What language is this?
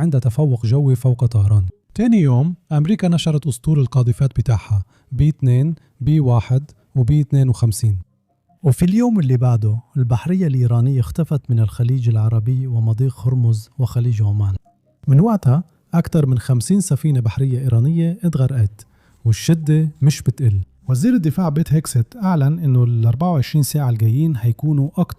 Egyptian Arabic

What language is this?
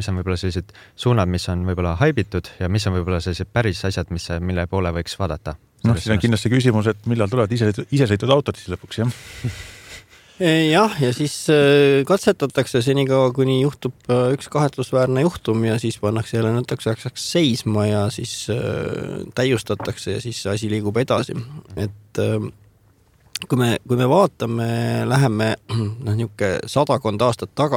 Estonian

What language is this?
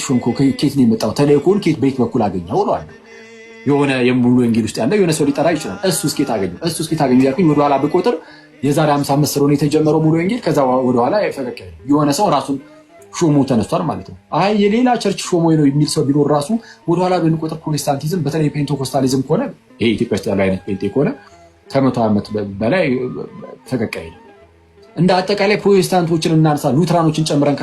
Amharic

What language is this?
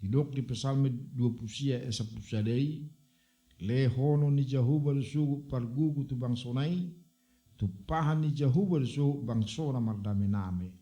Batak Toba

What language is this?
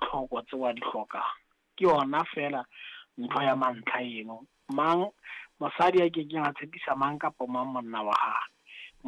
Southern Sotho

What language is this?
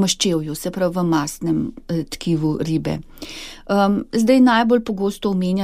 Slovenian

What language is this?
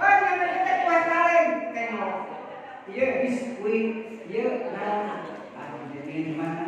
Sundanese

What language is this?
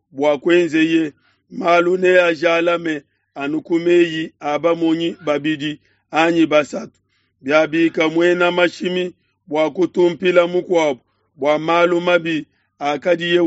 Luba-Lulua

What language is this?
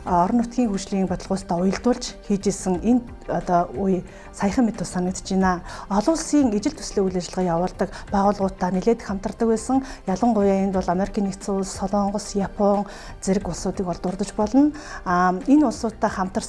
Mongolian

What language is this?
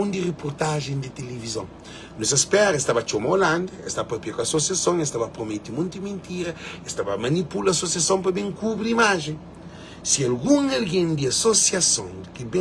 Kabuverdianu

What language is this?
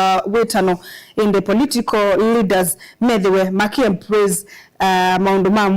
Kamba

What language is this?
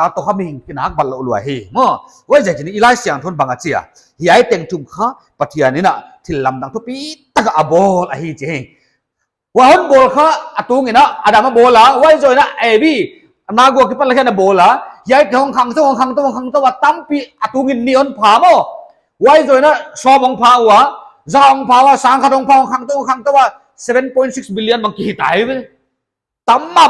Paite Chin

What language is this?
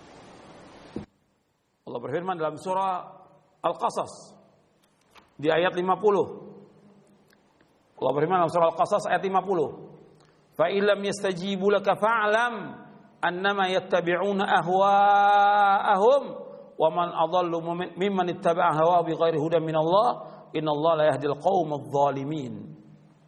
Indonesian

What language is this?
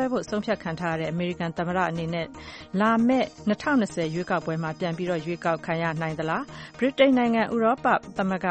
Burmese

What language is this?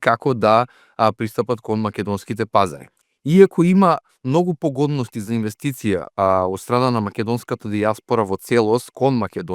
Macedonian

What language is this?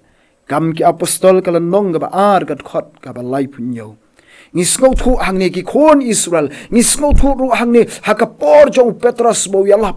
Khasi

